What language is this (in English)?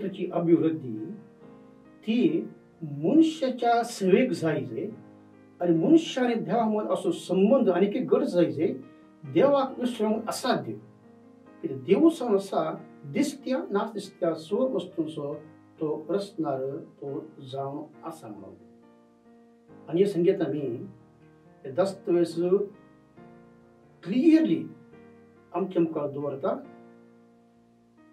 Konkani